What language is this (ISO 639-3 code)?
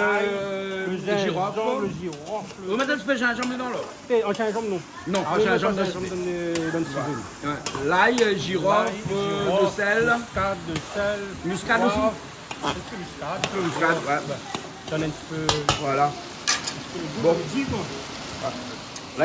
rcf